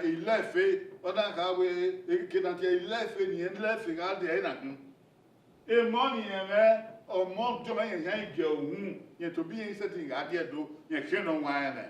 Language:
Bini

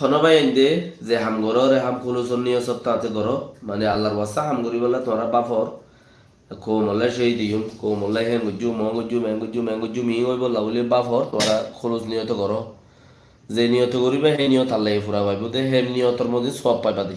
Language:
Rohingya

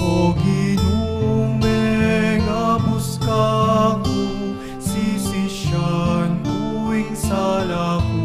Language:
Pampanga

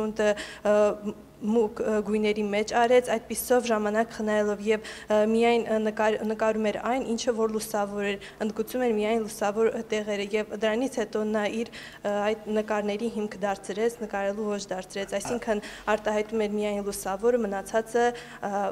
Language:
Armenian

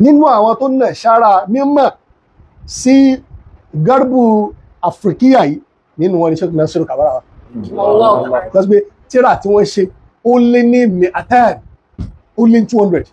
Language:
Yoruba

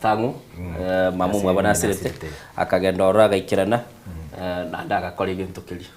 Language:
Gusii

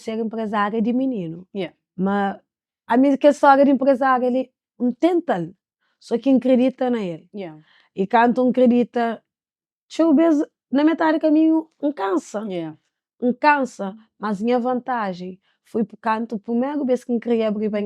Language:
Kabuverdianu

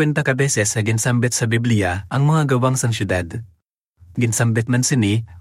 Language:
Hiligaynon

